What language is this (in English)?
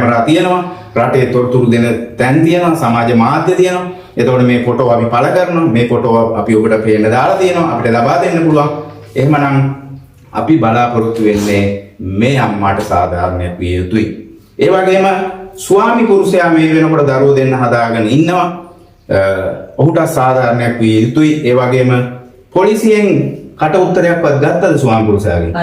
Sinhala